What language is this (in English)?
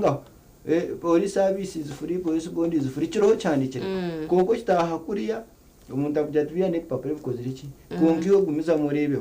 Nyankole